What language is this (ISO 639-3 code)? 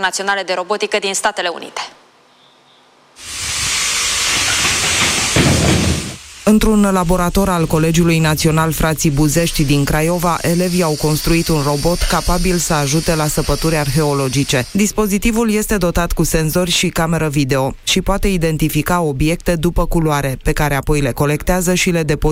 ron